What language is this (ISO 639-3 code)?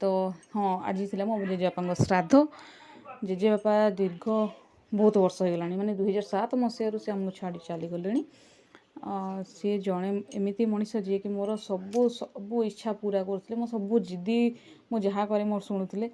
ori